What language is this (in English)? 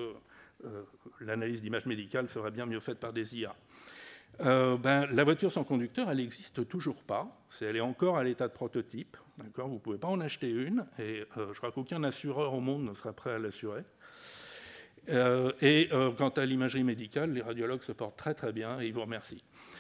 French